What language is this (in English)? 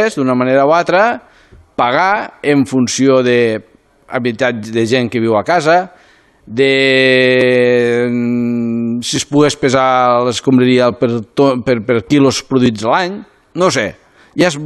Catalan